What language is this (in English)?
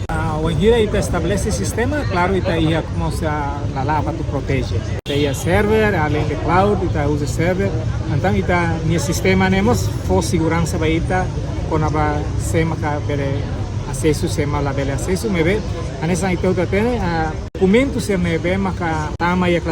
Tetum